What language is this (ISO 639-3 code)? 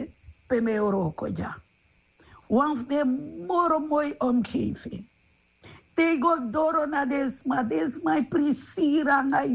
srn